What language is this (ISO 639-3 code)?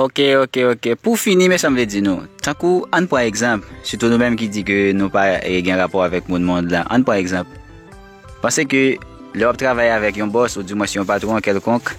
hat